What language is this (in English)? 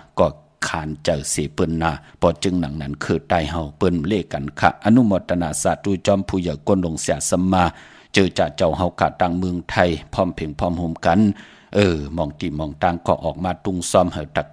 Shan